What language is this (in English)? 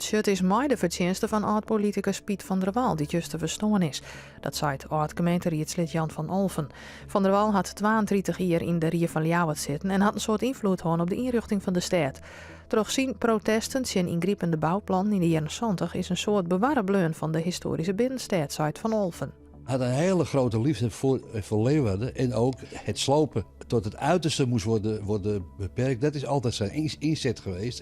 Western Frisian